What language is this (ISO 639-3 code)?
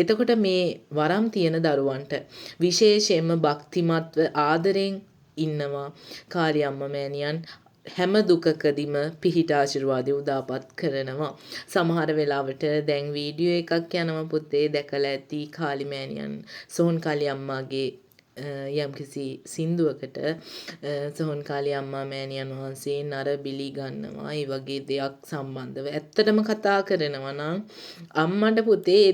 sin